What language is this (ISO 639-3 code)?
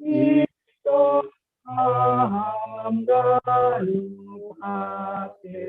bts